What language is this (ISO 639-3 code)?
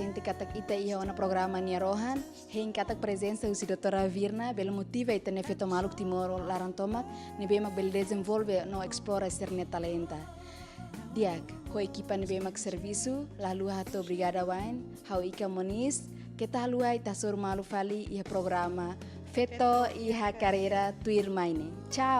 tet